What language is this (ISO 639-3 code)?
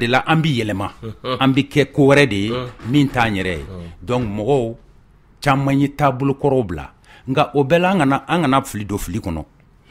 bam